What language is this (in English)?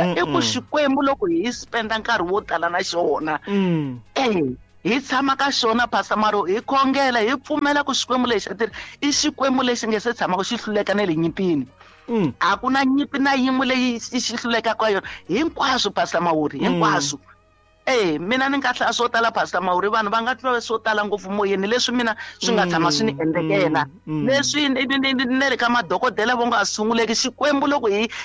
Tsonga